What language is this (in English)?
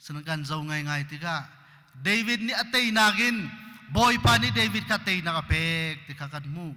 Hakha Chin